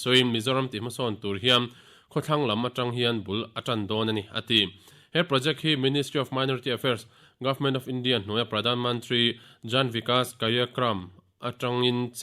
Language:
Mizo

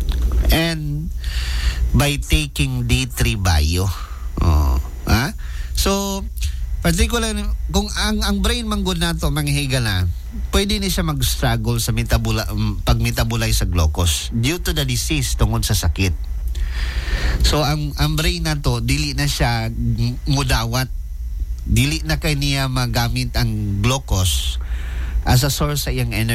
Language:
Cebuano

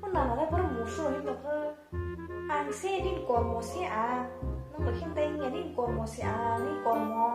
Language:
Kok Borok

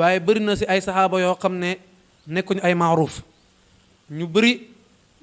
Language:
Wolof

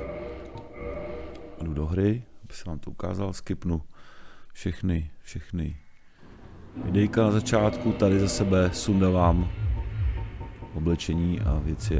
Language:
Czech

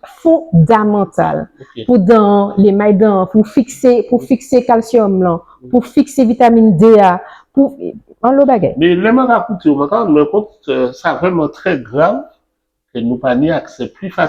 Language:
Guadeloupean Creole French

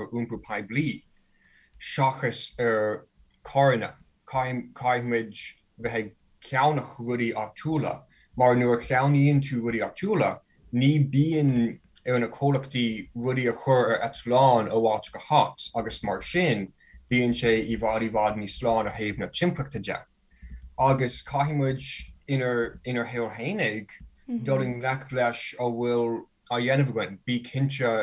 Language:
Irish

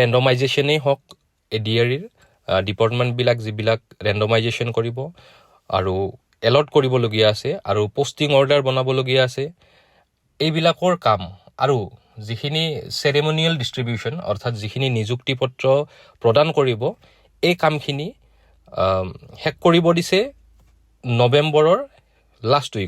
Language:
Assamese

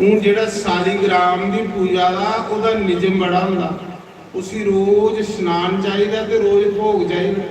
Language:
Dogri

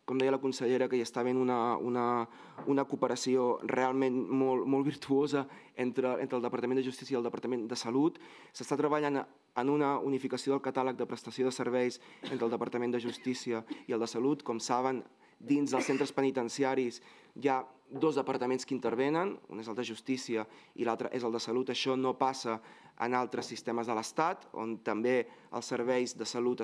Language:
Catalan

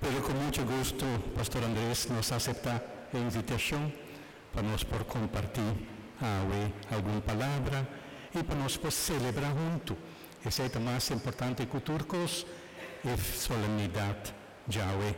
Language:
Papiamento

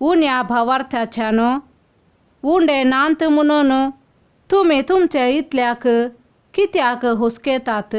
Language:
Konkani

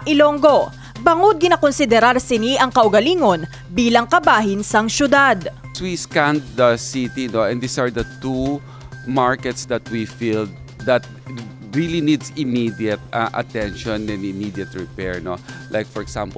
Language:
Hiligaynon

